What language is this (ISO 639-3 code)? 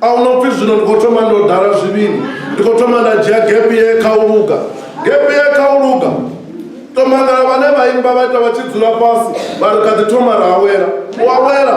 ven